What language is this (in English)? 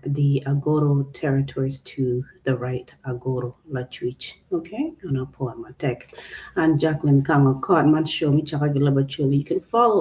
Acoli